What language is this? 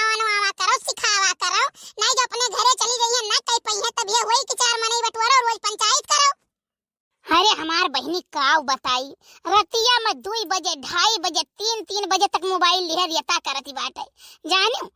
Awadhi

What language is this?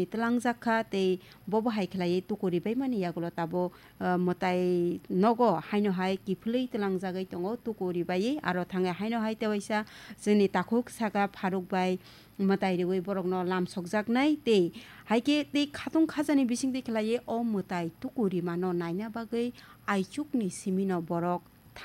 Kok Borok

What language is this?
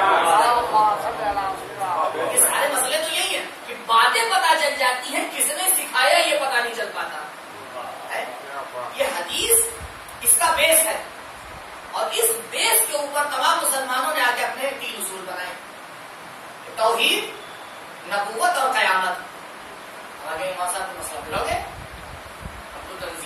Urdu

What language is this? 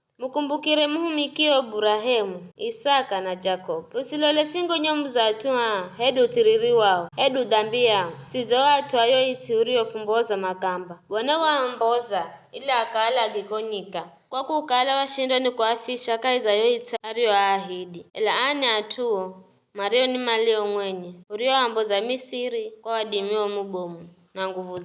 Giryama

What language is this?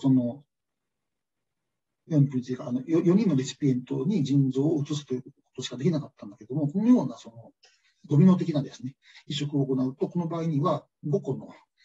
Japanese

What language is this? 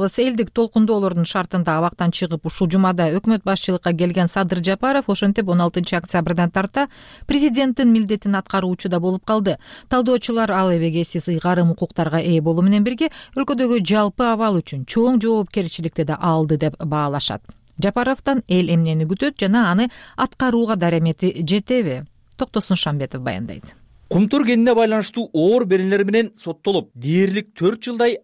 Kyrgyz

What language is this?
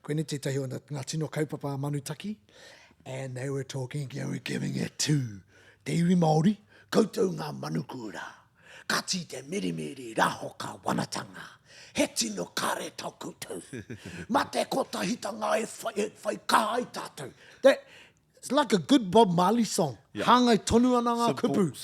Māori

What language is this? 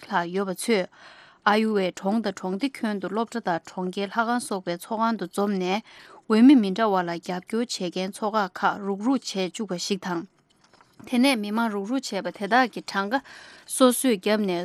Tibetan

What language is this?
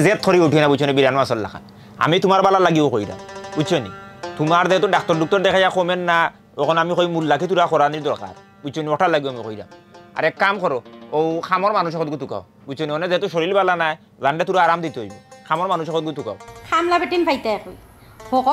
Sylheti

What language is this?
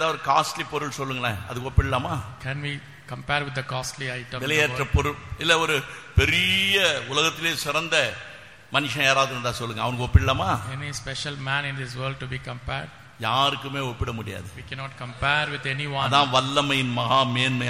Tamil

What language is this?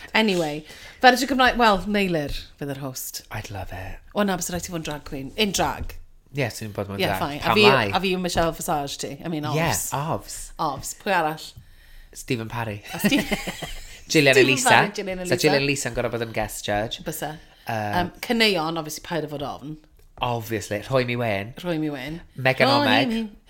Welsh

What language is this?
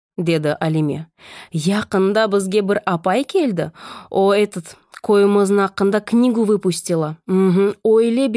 Crimean Tatar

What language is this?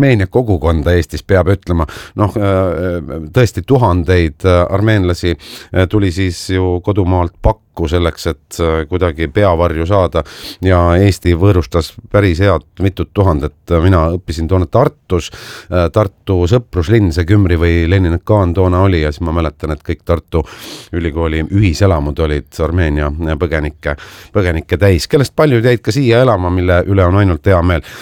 Estonian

